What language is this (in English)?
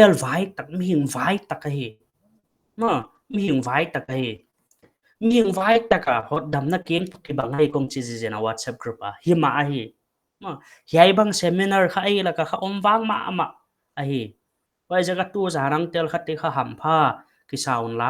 Paite Chin